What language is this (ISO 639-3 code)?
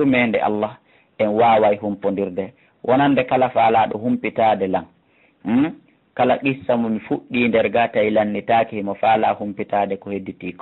ful